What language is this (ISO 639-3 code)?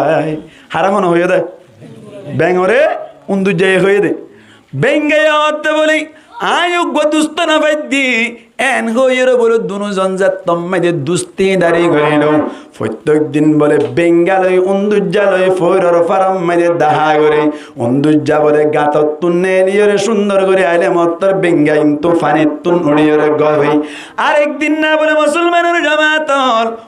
rhg